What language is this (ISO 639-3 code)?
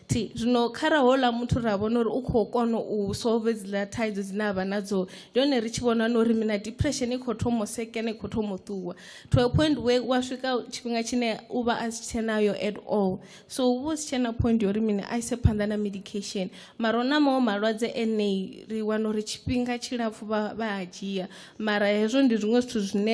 ven